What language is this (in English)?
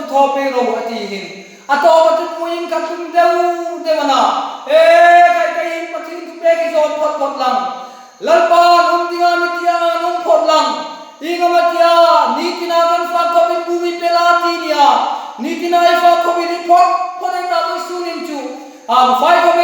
Hmar